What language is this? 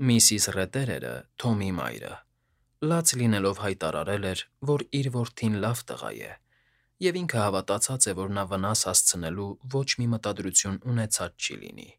Armenian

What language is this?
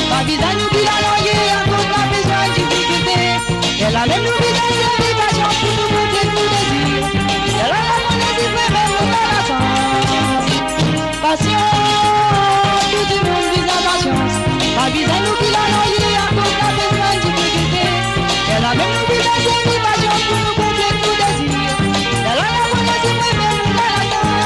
Morisyen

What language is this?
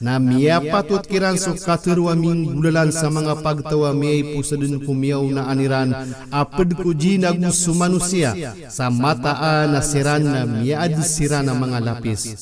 Maranao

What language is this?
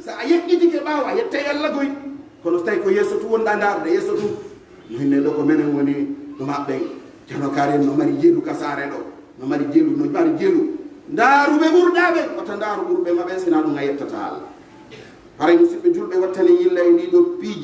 Pular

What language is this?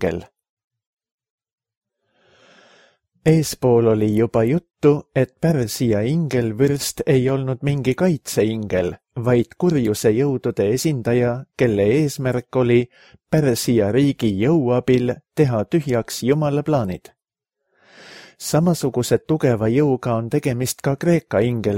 Estonian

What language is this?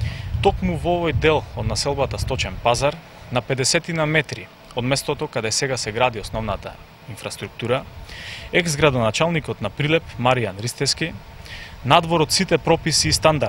Macedonian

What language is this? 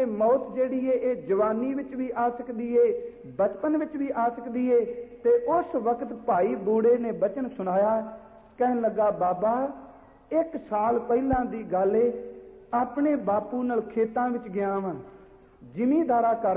Punjabi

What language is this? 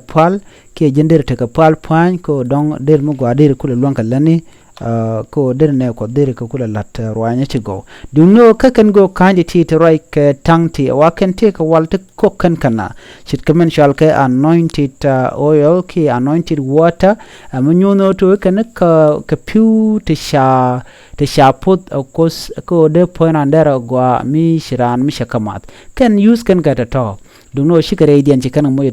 Nuer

